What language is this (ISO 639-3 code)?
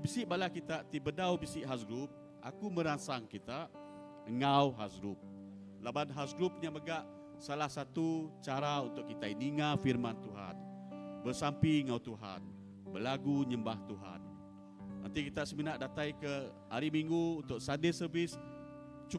iba